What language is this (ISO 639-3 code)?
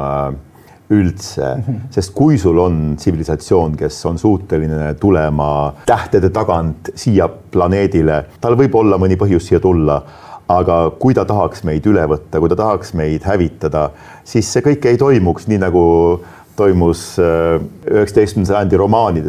est